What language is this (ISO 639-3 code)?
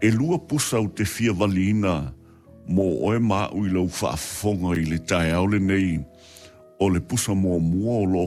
smo